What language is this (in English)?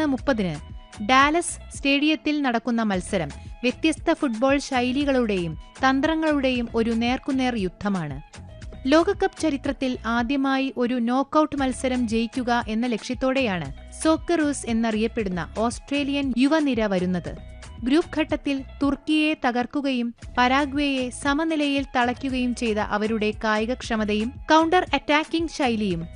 Malayalam